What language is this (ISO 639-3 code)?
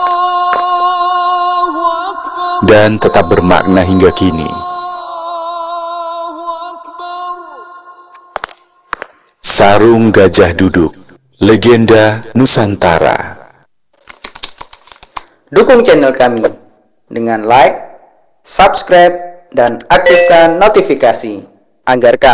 ind